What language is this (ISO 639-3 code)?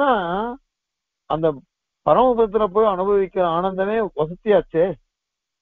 tam